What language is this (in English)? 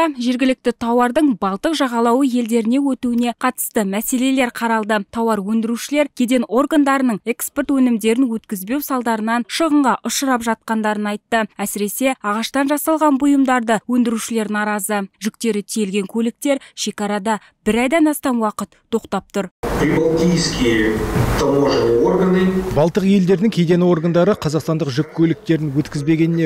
Kazakh